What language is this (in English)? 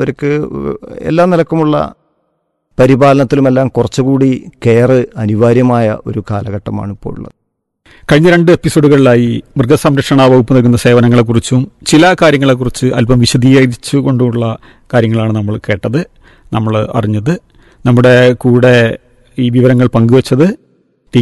Malayalam